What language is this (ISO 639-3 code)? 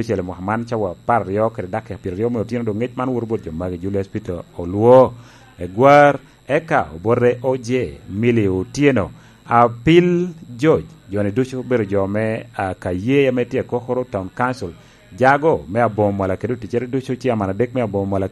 laj